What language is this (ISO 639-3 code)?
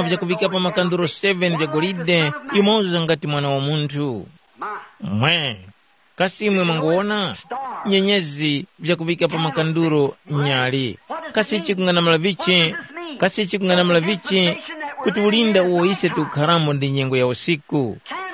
tum